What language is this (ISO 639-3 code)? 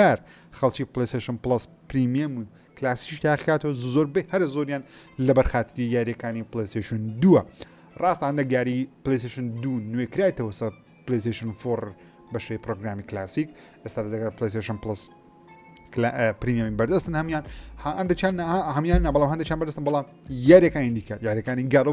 ckb